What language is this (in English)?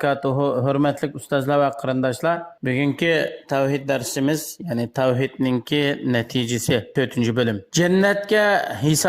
Uyghur